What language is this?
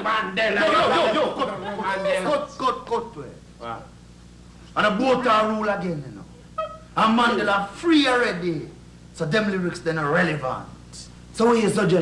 Jamaican Creole English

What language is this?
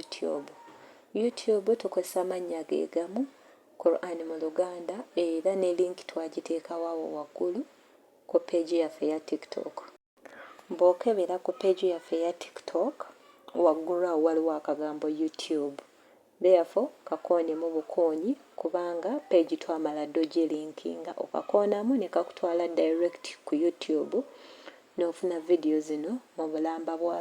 Ganda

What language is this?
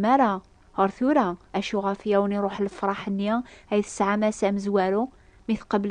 Kabyle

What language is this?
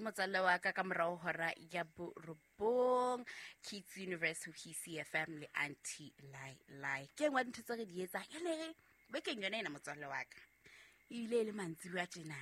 Southern Sotho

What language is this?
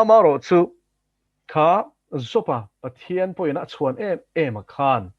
Mizo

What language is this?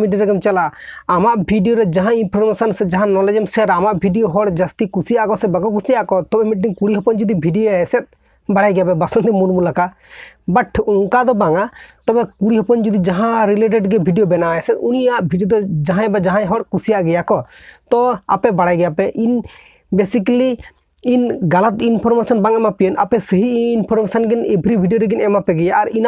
Santali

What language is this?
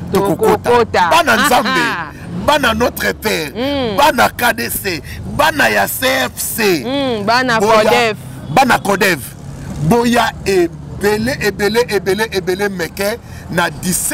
Lingala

